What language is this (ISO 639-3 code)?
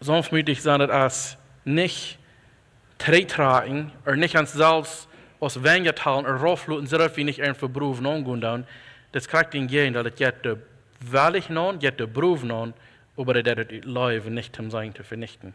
pdt